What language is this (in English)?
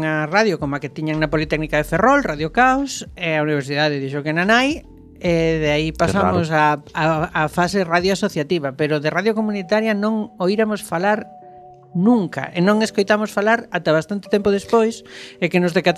Galician